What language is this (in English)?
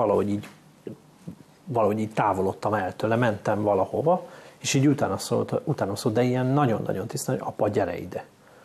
Hungarian